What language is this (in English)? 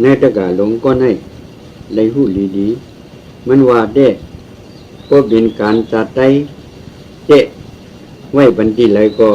Shan